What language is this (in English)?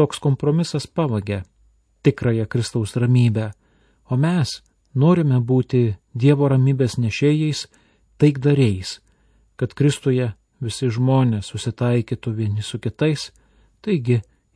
Lithuanian